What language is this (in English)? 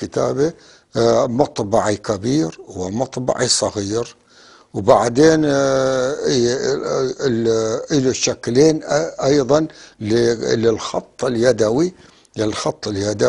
North Levantine Arabic